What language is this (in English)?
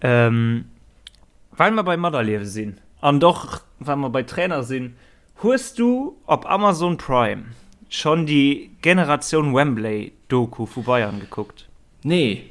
Luxembourgish